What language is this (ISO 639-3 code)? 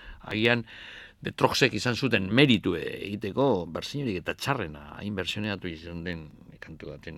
eus